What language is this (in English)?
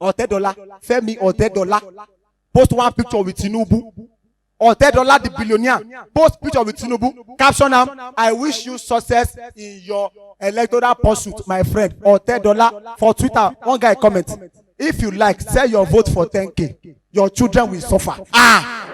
Nigerian Pidgin